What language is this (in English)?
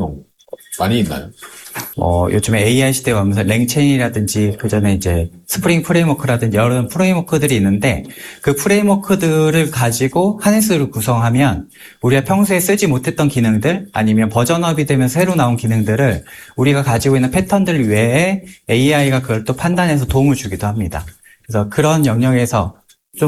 Korean